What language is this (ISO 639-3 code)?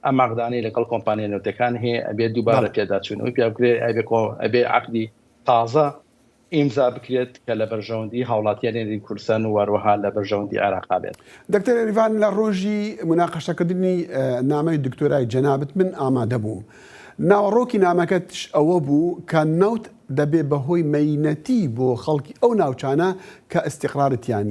ckb